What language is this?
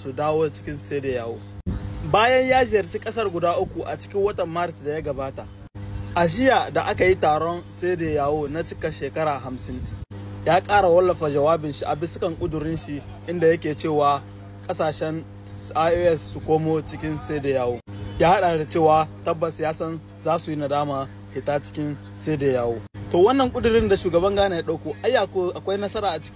Hausa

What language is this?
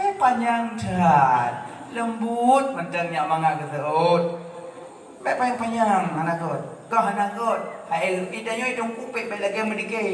Achinese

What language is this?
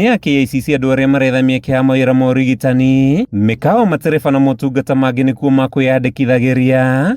Kikuyu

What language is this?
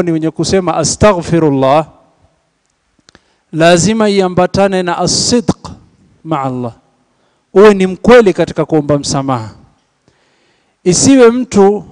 Swahili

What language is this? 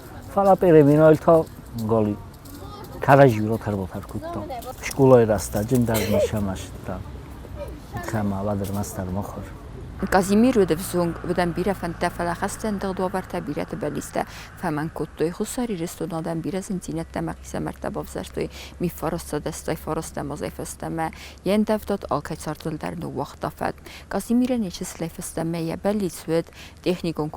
Ossetic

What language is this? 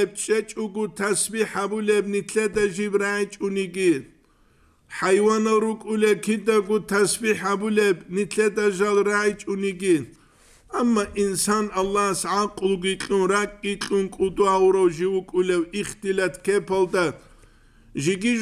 Avaric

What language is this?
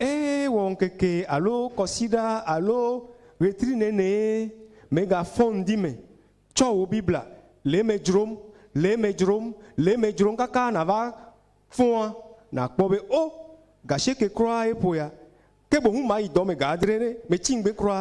Ewe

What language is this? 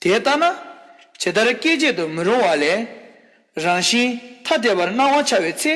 Tibetan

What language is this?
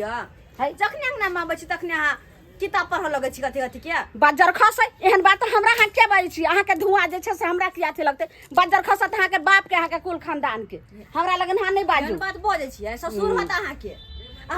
Maithili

